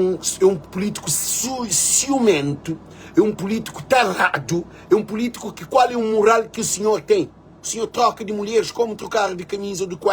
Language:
Kabuverdianu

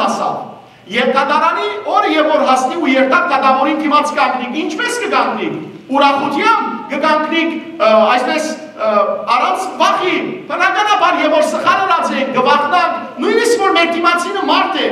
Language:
Western Armenian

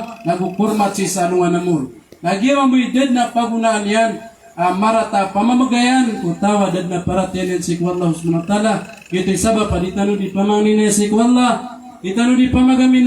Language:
Maranao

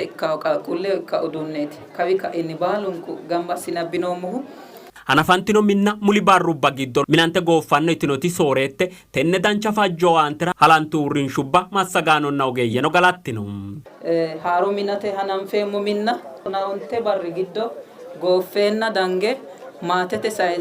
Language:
Sidamo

